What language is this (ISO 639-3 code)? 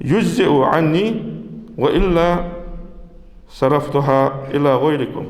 inh